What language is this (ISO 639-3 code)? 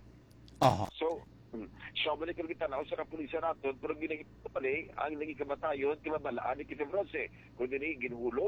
hil